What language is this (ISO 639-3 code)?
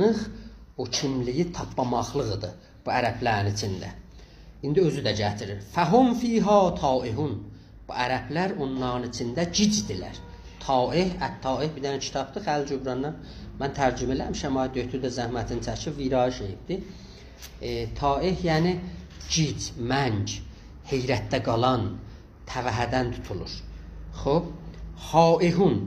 azb